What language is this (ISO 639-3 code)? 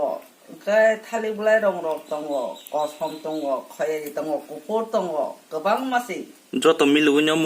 trp